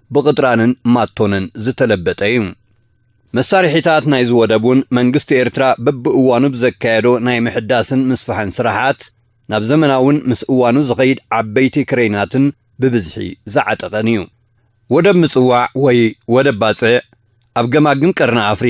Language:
Tigrinya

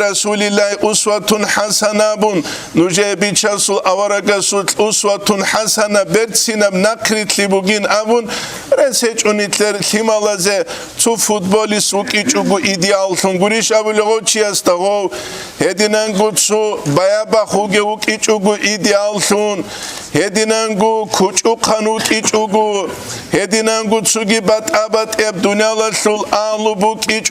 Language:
Avaric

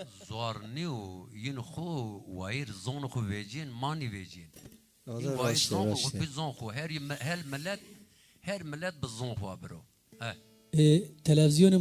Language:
Zaza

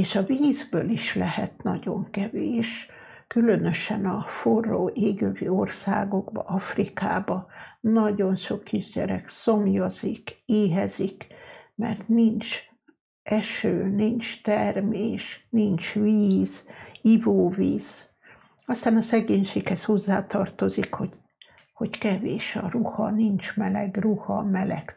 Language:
Hungarian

